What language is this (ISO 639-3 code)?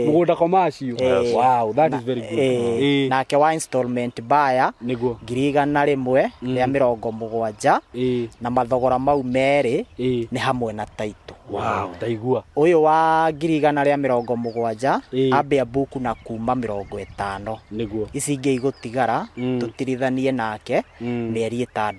kik